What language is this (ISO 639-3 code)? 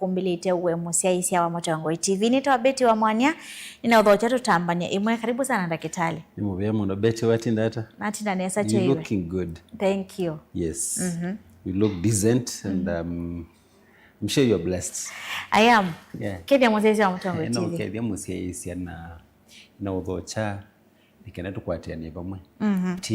kam